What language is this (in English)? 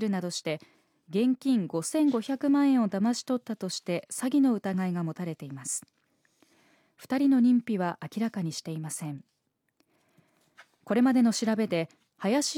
Japanese